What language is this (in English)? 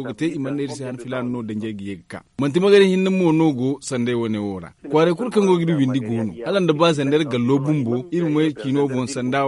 Zarma